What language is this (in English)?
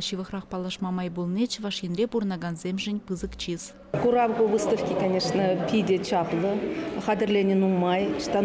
Chuvash